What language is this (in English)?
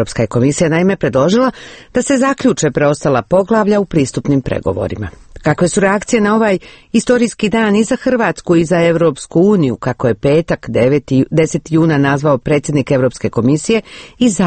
Croatian